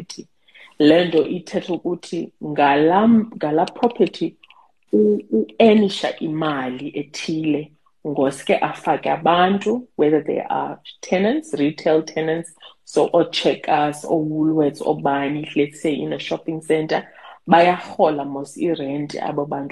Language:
Xhosa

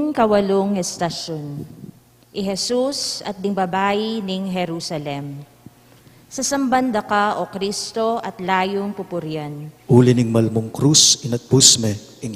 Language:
Pampanga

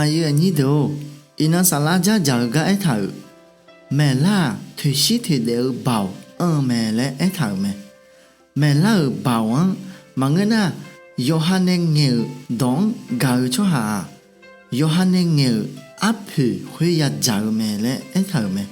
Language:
Akha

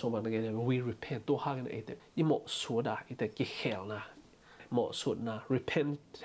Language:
Tedim Chin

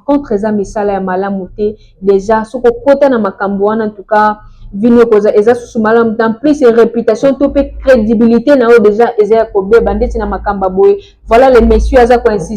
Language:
Lingala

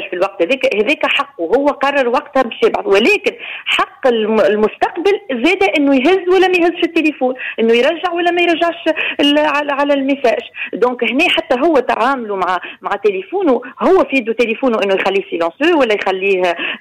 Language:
Tunisian Arabic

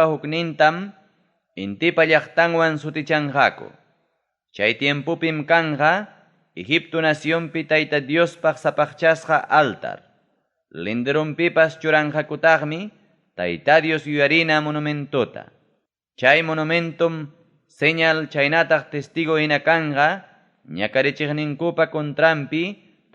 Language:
Ayacucho Quechua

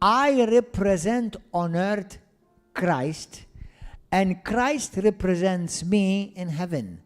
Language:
English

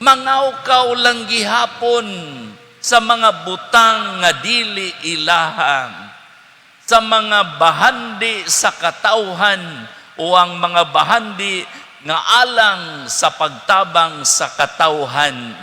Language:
Cebuano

